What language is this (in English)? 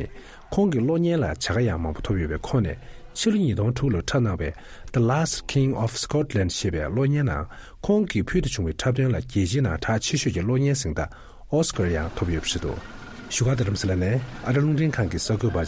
Tibetan